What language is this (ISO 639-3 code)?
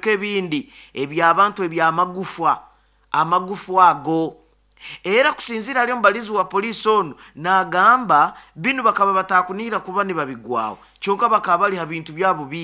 nyo